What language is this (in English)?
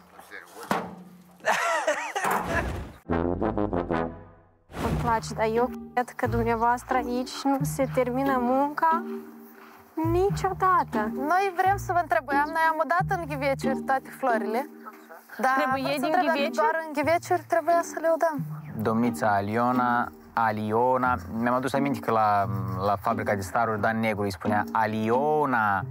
Romanian